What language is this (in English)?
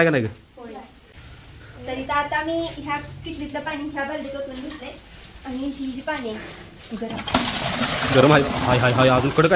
Marathi